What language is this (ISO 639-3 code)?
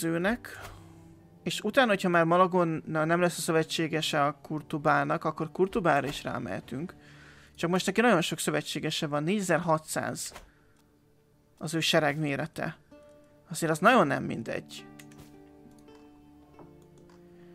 hun